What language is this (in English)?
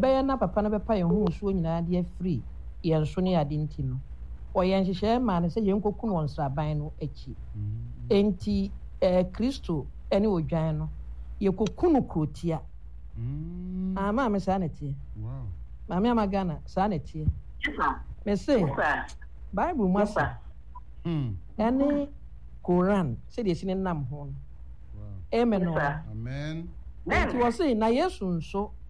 Akan